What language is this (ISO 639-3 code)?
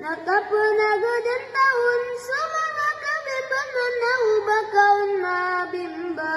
mrw